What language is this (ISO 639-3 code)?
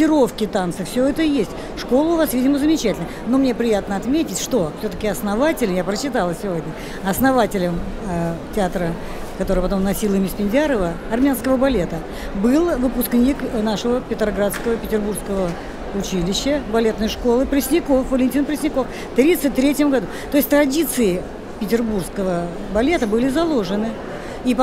rus